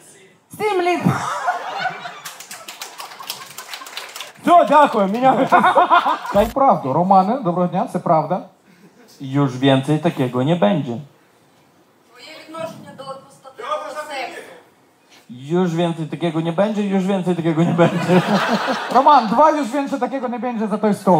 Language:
Ukrainian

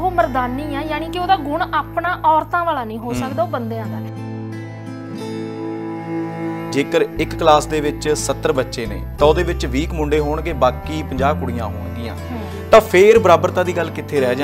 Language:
Punjabi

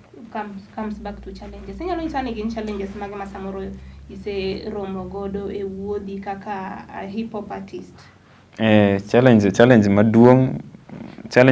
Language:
Luo (Kenya and Tanzania)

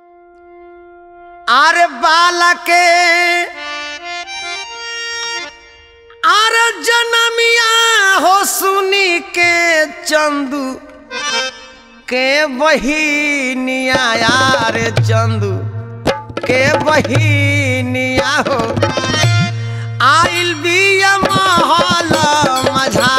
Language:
Bhojpuri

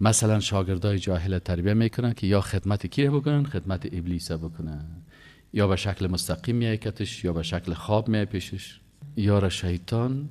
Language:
Persian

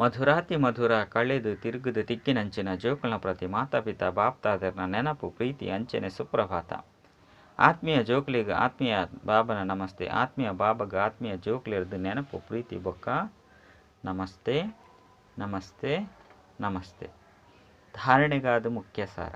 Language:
Tulu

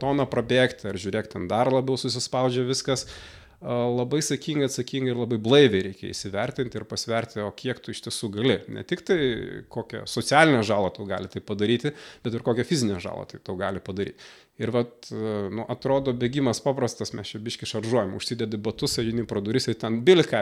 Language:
Lithuanian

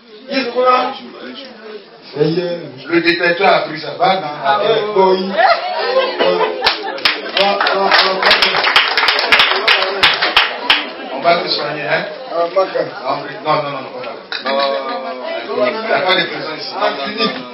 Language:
French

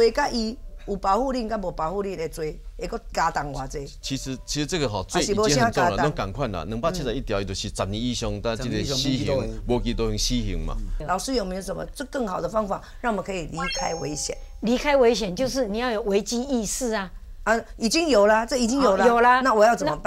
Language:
Chinese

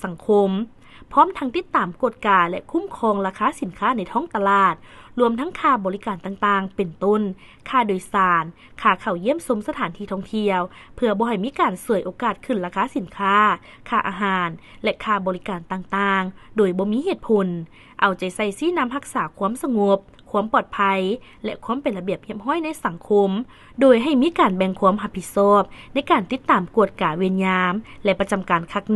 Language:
Lao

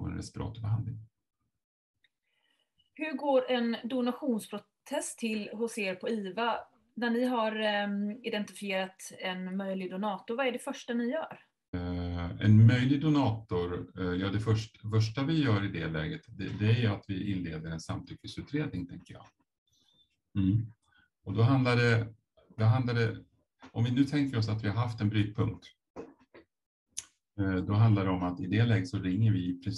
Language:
Swedish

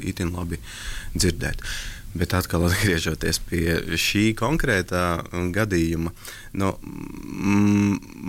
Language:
Latvian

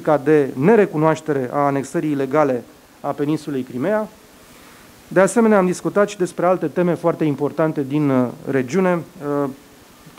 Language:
Romanian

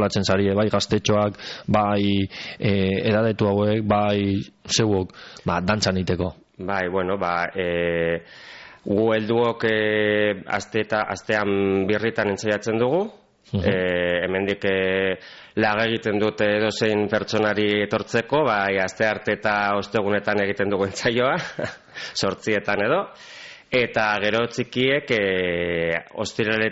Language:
Basque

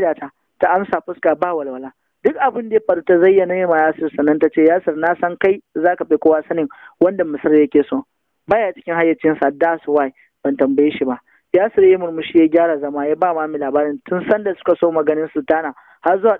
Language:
Hausa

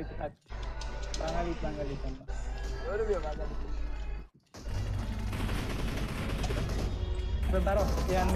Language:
Bangla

